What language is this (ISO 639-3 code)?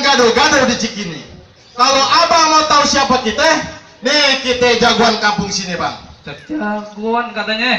bew